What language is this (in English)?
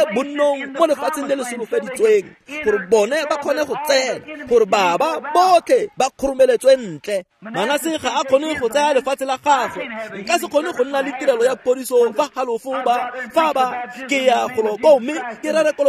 Tswana